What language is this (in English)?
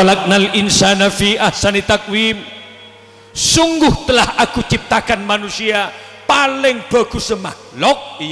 Madurese